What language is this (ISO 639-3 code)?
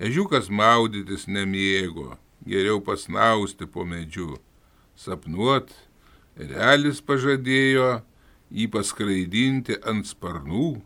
lit